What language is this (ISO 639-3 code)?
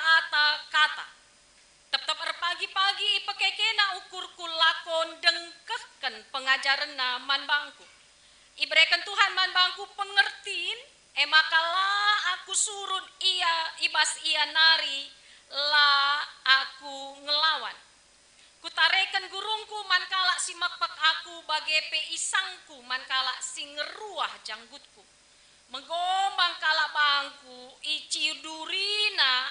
btx